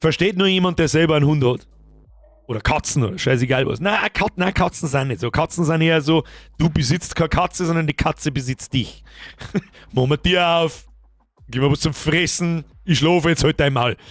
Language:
Bavarian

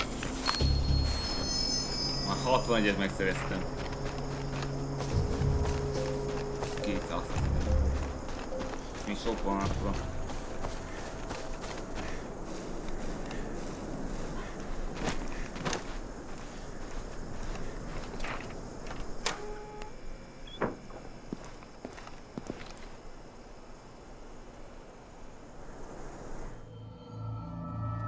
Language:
Hungarian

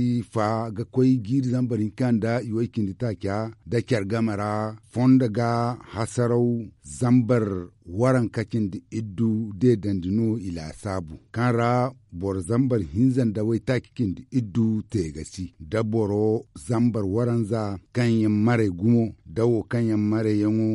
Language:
Zarma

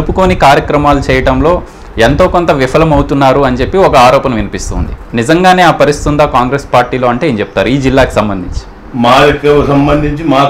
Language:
Telugu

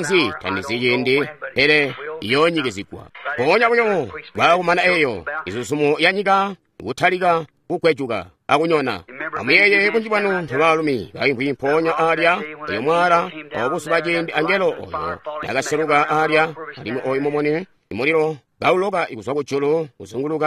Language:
Tonga (Zambia)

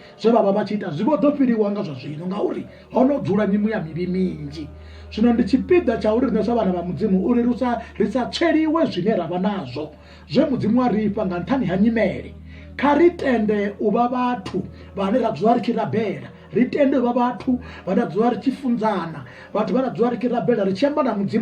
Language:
Venda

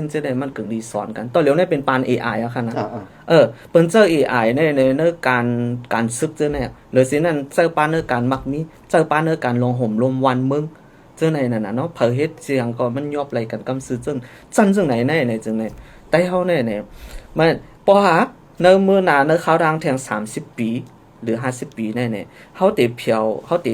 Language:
Shan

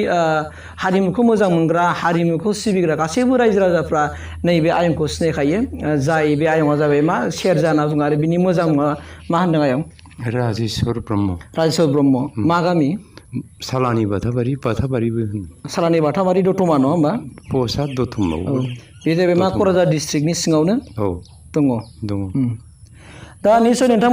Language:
Bodo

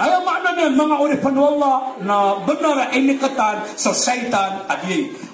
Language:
Maranao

